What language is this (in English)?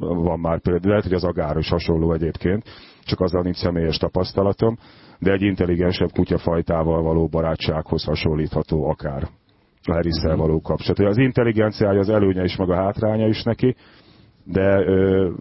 Hungarian